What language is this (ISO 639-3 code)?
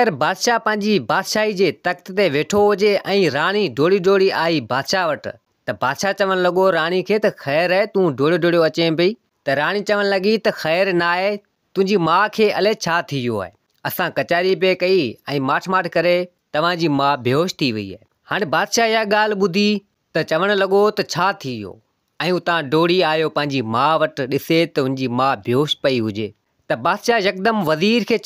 snd